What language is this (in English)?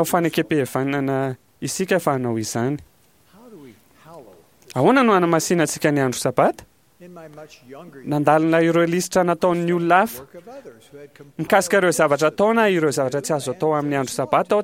Malagasy